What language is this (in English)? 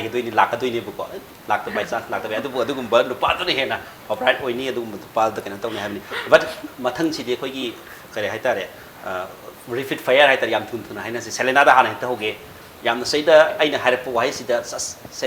Manipuri